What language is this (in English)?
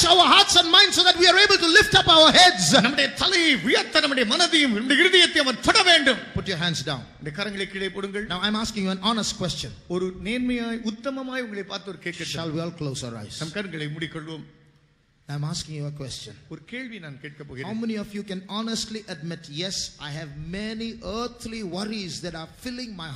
Tamil